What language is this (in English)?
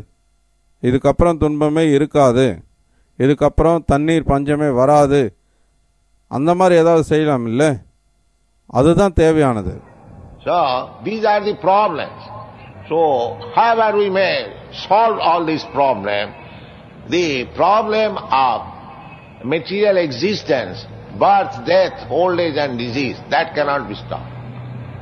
Tamil